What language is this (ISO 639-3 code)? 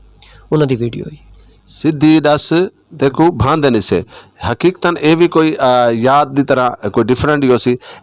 skr